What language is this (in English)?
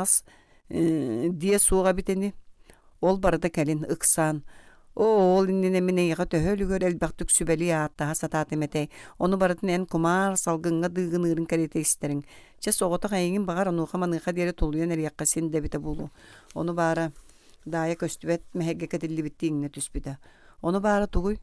Yakut